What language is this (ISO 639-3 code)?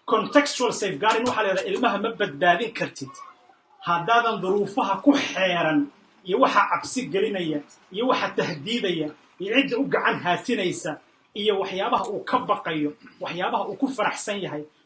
som